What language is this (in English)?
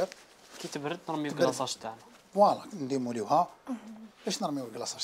Algerian Arabic